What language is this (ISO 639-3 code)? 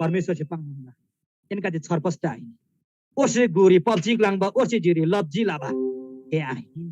taj